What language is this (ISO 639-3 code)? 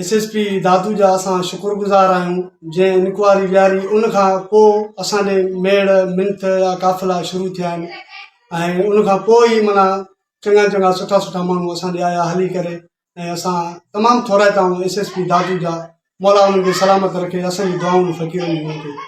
snd